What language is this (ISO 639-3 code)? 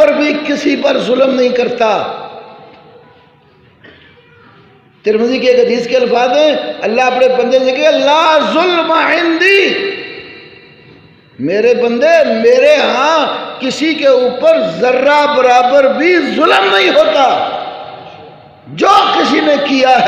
urd